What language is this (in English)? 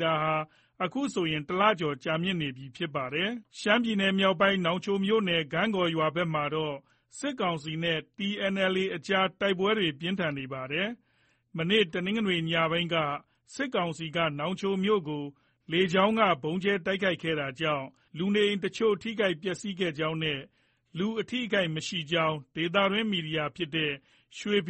Burmese